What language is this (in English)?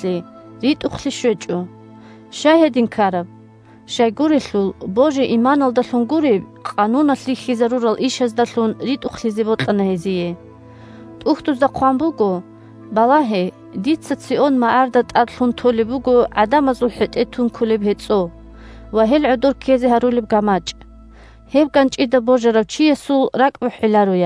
Avaric